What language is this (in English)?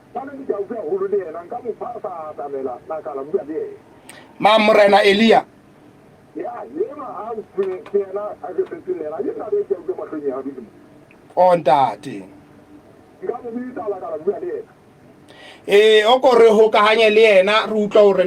Southern Sotho